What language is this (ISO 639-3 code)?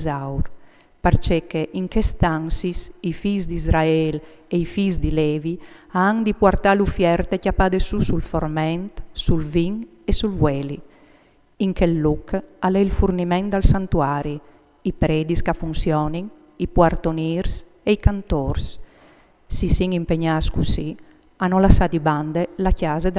fur